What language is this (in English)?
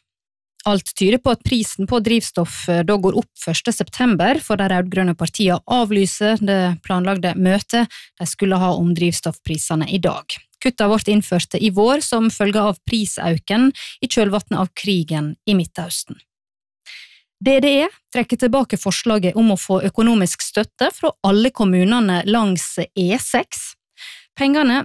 Norwegian